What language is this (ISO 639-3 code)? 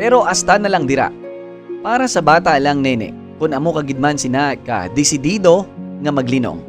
hil